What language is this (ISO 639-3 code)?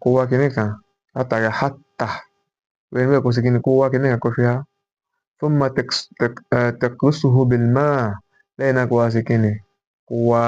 yor